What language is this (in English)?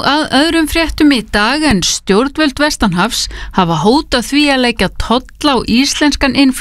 Icelandic